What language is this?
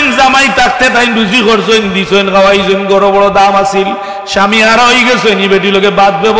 Sylheti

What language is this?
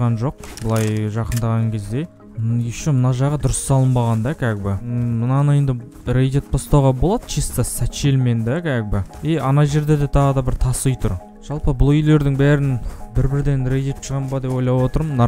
Kazakh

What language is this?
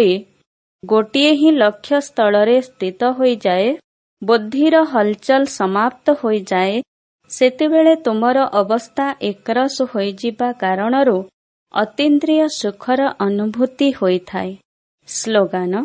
Odia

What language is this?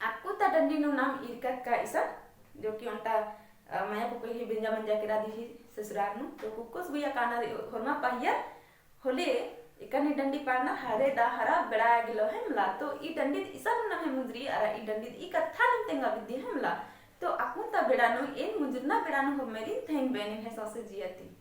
Kurukh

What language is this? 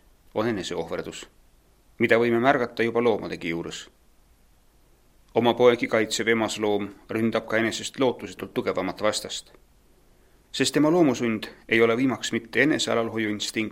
Estonian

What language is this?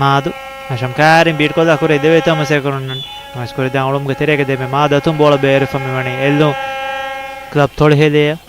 Divehi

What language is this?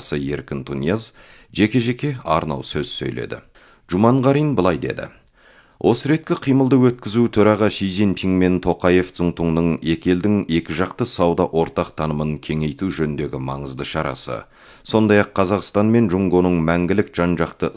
Kazakh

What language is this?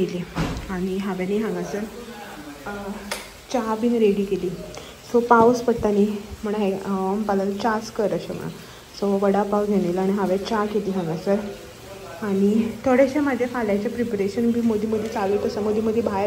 Konkani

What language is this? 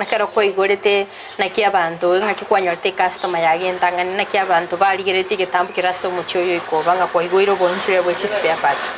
Gusii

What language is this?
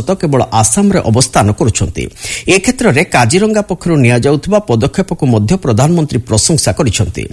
Odia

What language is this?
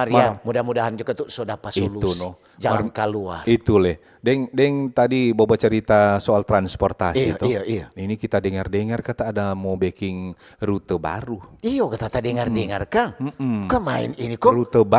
Manado Malay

